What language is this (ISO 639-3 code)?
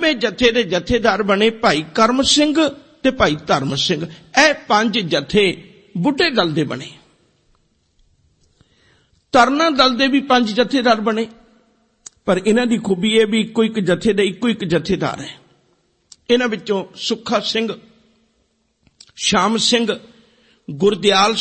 pan